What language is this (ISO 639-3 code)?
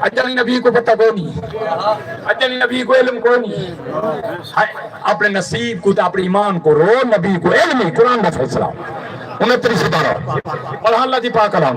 skr